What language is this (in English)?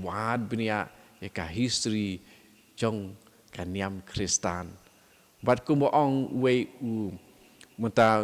Khasi